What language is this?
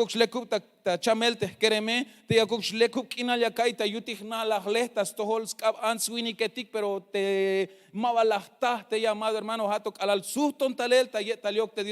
Tzeltal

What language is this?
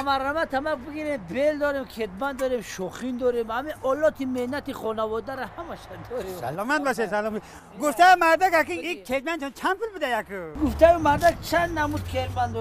Tajik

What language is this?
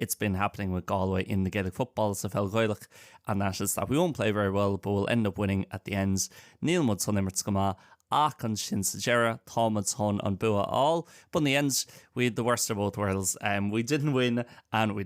Irish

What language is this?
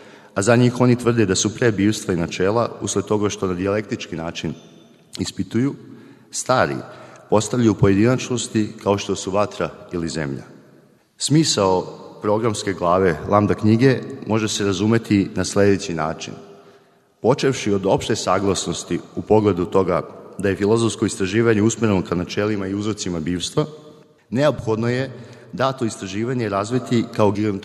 Serbian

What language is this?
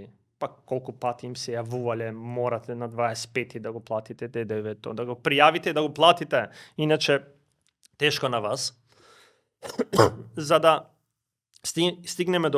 Macedonian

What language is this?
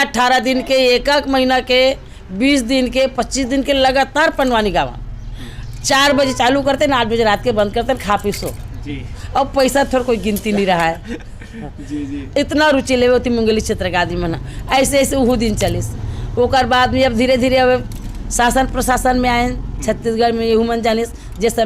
Chhattisgarhi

